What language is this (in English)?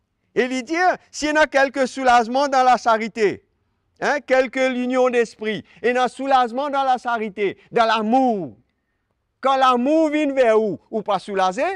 Morisyen